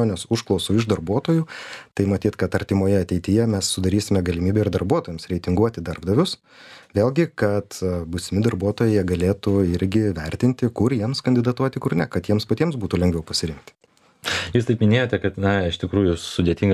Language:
Lithuanian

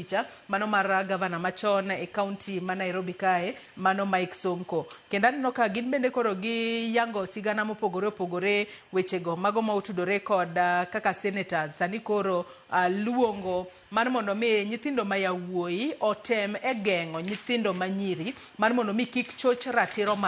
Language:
Luo (Kenya and Tanzania)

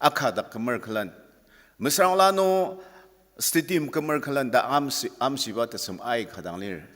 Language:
Ao Naga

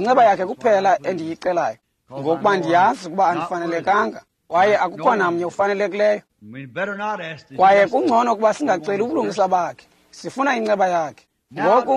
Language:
Xhosa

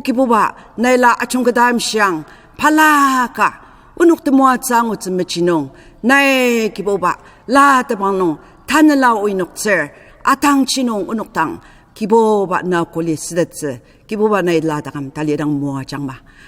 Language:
Ao Naga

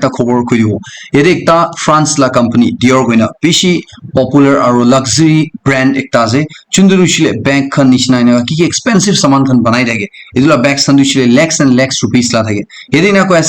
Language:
Naga Pidgin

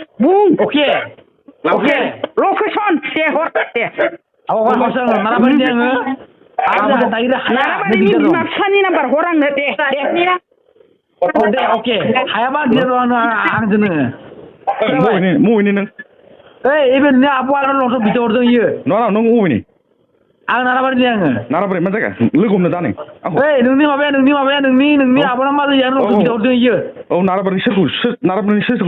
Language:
Bodo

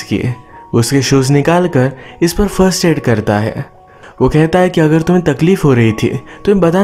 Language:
Hindi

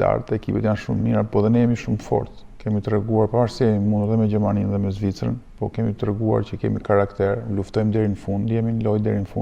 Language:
Albanian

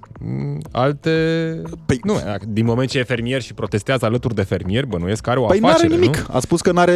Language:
Romanian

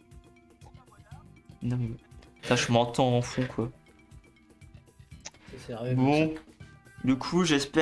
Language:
French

